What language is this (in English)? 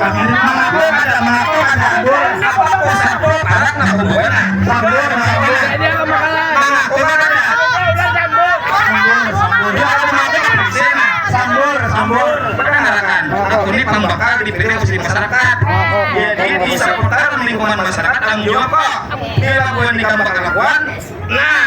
Banjar